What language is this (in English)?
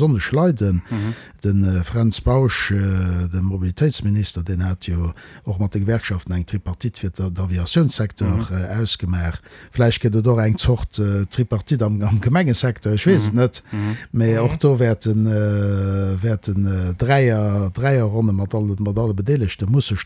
Luxembourgish